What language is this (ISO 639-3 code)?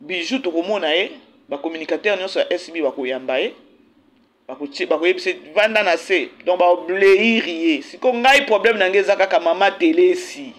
lin